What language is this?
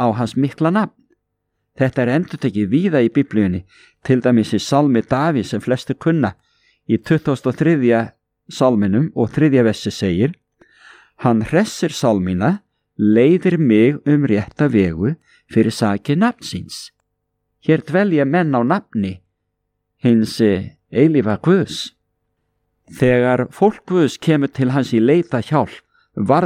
Icelandic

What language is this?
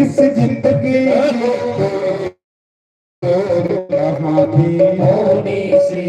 Dogri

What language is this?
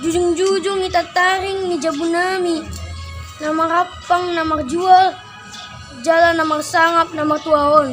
Batak Toba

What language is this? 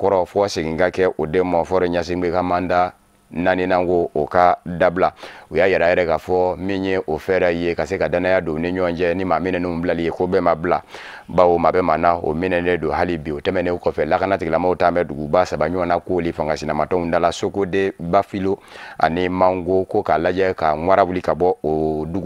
Bambara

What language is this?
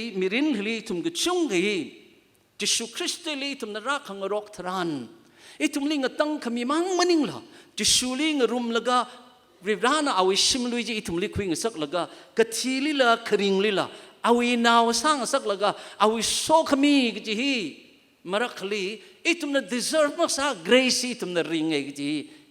Tangkhul Naga (India)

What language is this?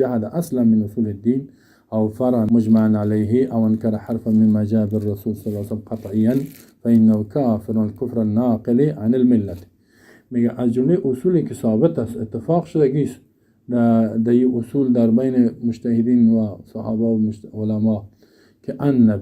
Persian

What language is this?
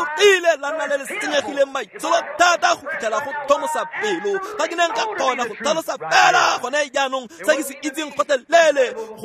Tswana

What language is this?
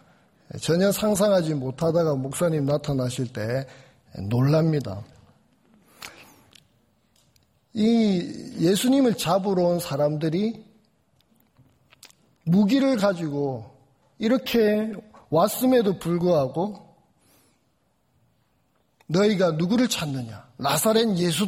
Korean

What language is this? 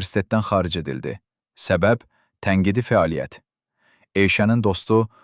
Azerbaijani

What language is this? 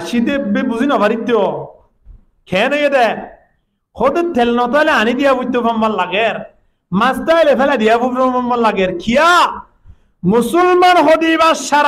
Rohingya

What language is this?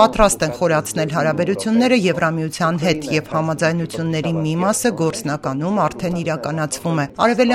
Armenian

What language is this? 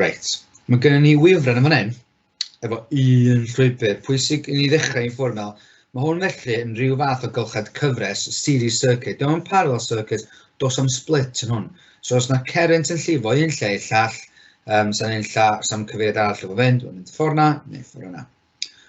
Welsh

